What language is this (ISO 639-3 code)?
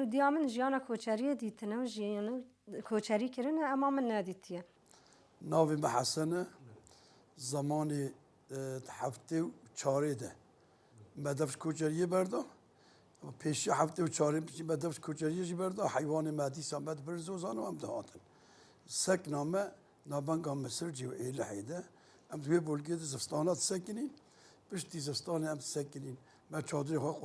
kur